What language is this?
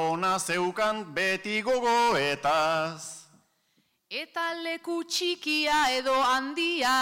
Basque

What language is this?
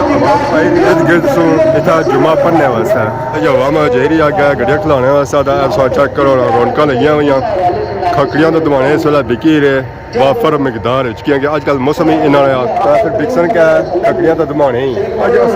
Pahari-Potwari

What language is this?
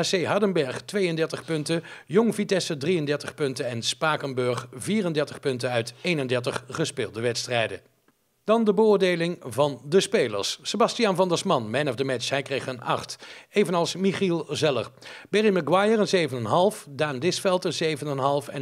Dutch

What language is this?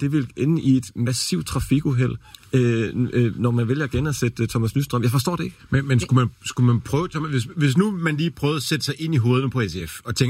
Danish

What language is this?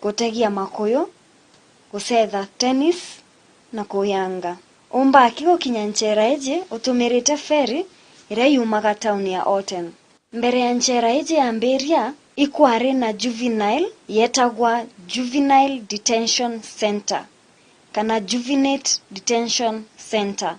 Meru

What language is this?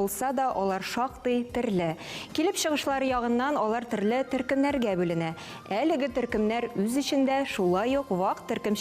Tatar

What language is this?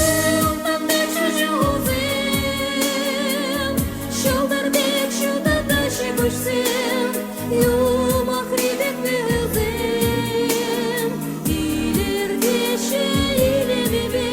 Chuvash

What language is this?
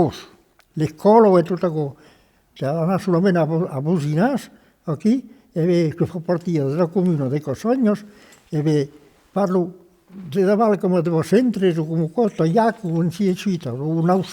Occitan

